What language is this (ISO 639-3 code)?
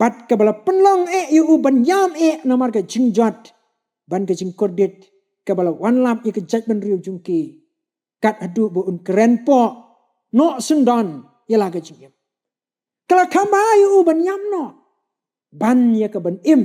kha